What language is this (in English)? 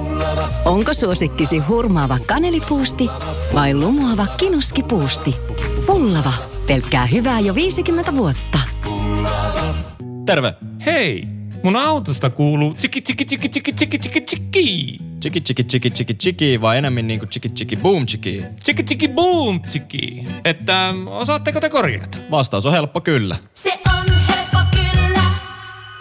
Finnish